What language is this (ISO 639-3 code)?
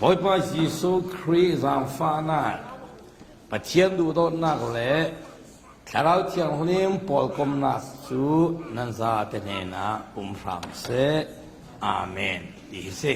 cfm